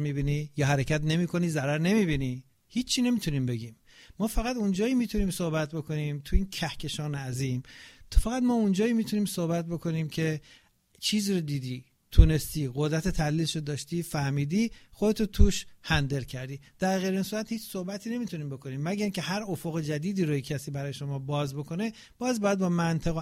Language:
Persian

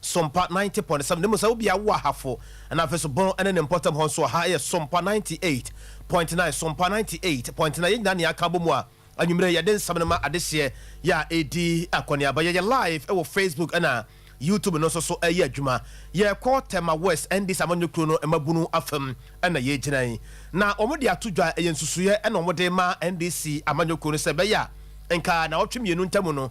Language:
Akan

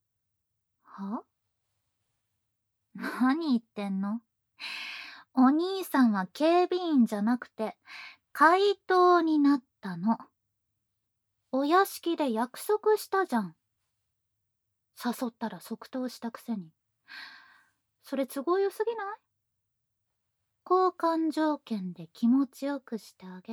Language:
Japanese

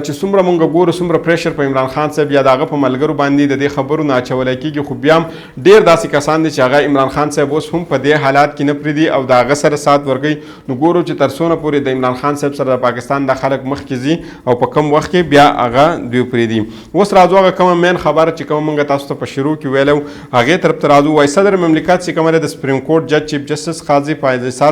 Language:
Pashto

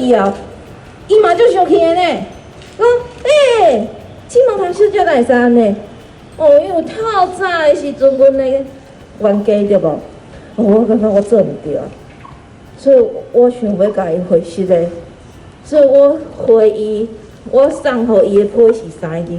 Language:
Min Nan Chinese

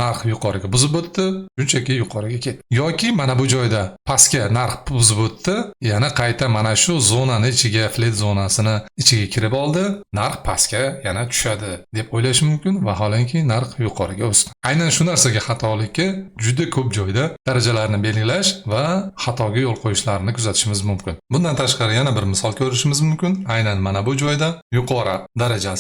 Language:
Uzbek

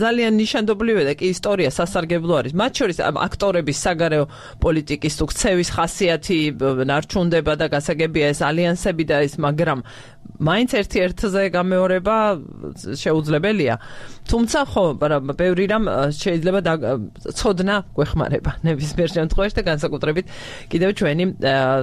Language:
Georgian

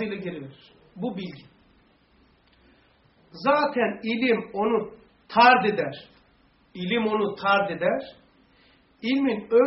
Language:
Turkish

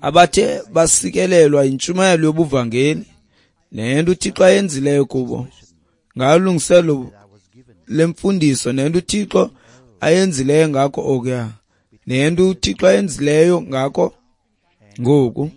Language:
Xhosa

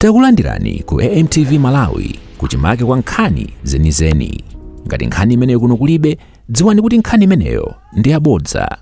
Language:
Nyanja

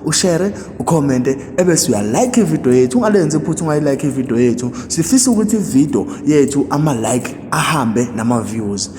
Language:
Zulu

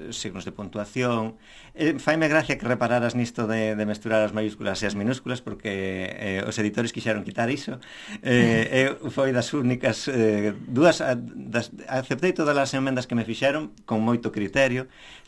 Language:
Galician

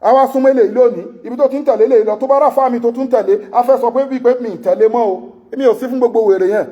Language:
Yoruba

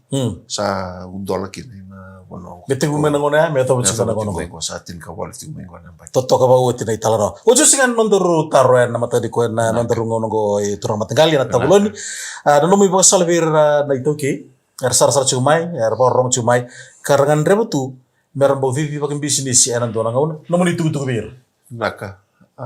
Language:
Fijian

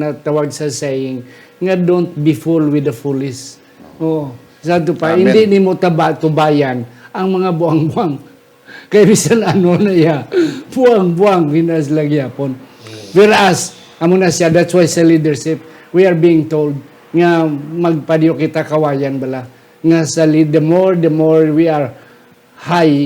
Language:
Hiligaynon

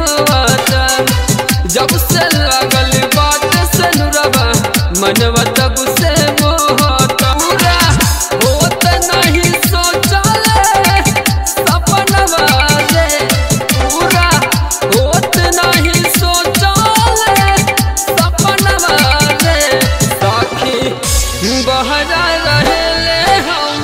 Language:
Bhojpuri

